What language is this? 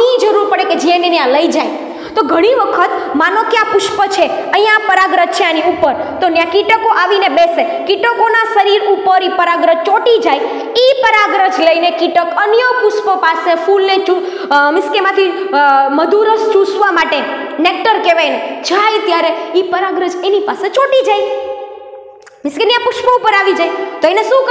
Gujarati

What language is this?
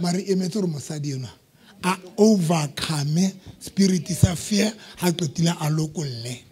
Southern Sotho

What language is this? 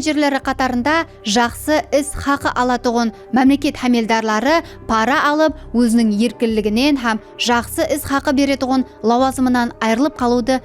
Kara-Kalpak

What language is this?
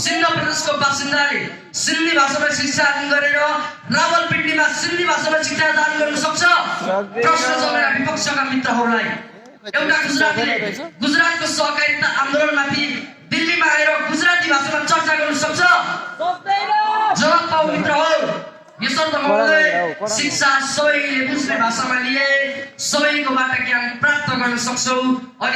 Nepali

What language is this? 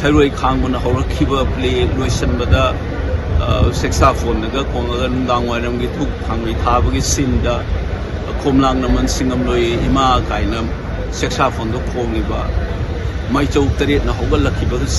Manipuri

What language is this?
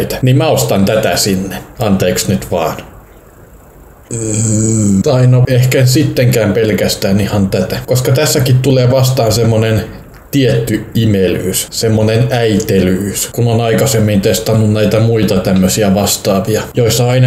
Finnish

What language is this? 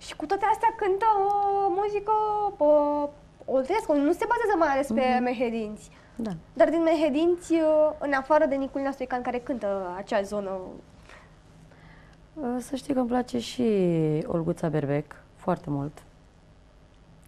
Romanian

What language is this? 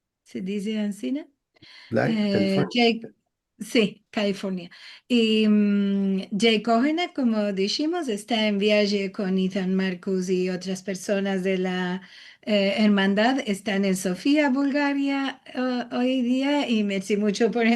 Ladino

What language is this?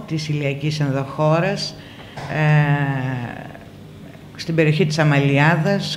Greek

